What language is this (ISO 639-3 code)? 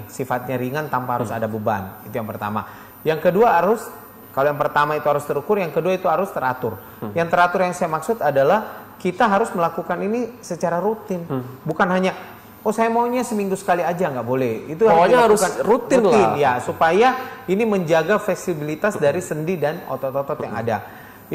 ind